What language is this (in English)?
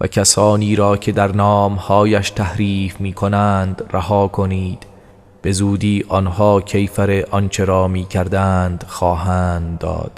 Tajik